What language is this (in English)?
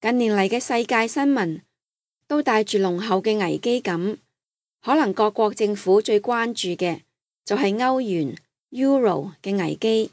Cantonese